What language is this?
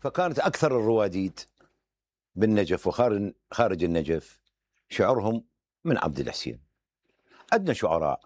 Mesopotamian Arabic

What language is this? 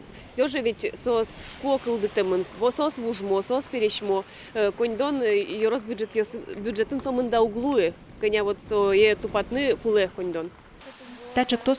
Udmurt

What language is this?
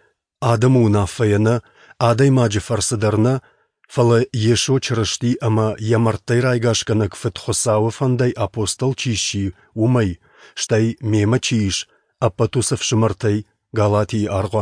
Ossetic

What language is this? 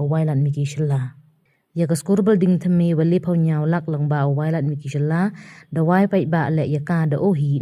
Pnar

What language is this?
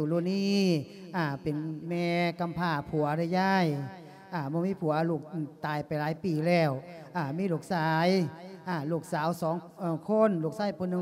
Lao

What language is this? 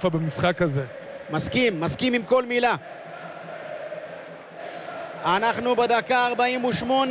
Hebrew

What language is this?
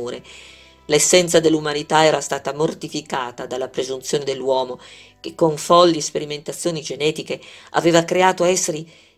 Italian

